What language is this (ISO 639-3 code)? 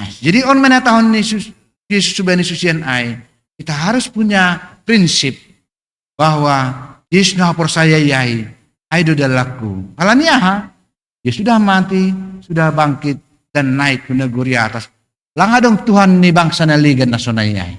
bts